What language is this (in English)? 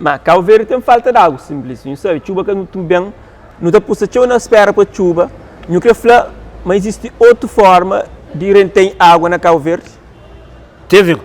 Kabuverdianu